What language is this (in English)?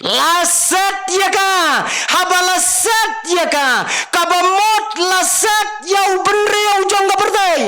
Khasi